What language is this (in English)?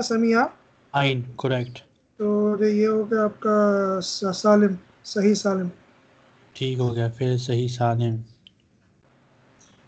Urdu